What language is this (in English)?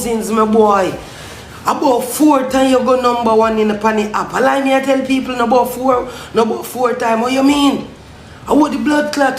Jamaican Creole English